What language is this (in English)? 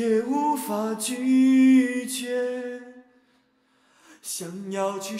Chinese